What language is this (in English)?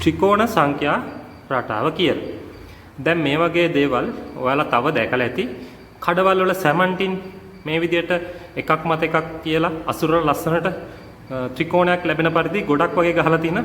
Sinhala